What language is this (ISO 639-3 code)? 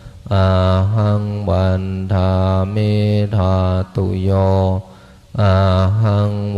pli